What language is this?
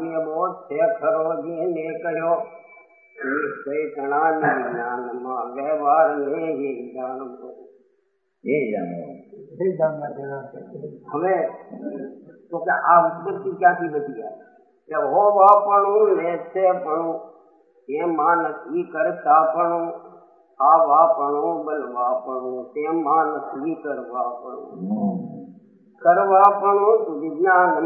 Gujarati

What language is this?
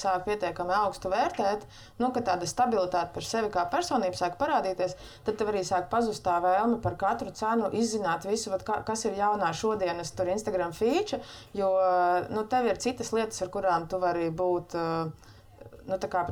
Latvian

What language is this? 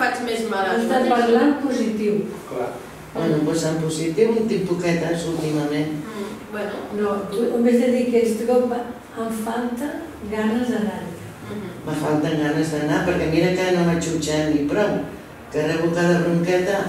Catalan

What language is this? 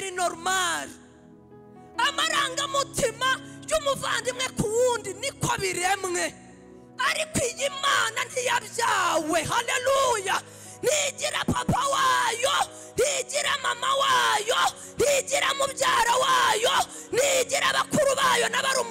Kinyarwanda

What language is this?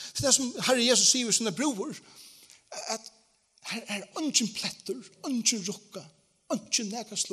Faroese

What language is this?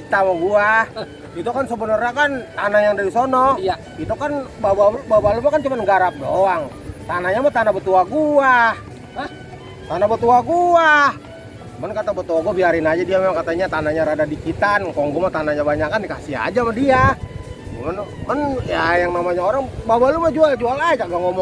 Betawi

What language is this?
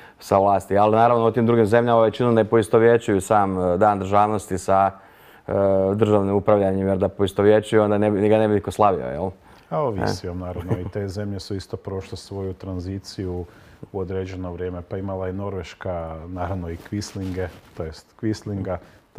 Croatian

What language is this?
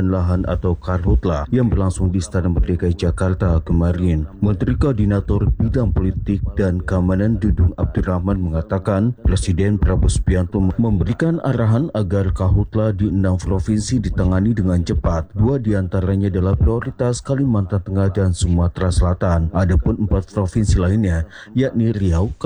Indonesian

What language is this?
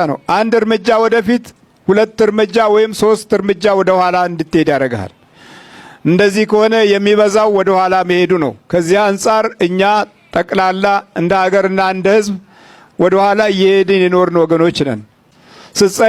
Amharic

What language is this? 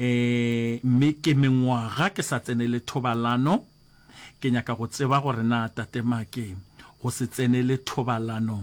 Northern Sotho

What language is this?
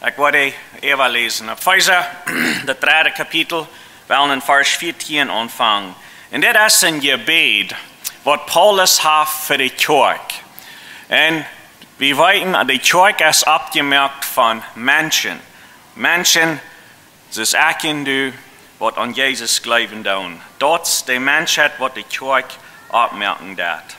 Plautdietsch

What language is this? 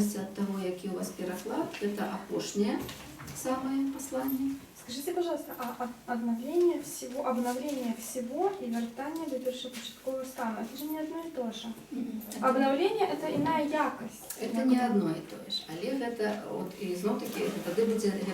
Belarusian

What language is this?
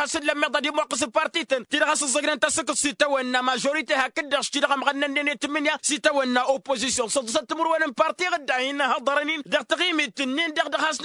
Tamasheq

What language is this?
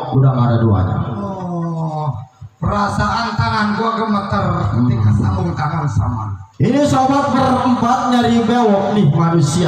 Betawi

